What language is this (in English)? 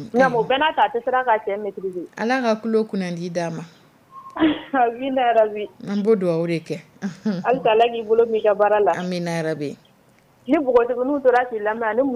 Dyula